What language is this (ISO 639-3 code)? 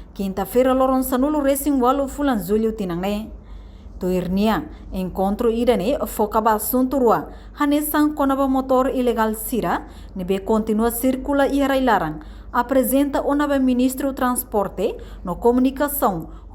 tet